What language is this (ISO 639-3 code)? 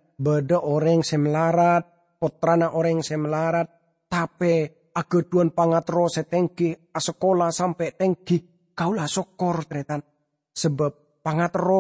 mad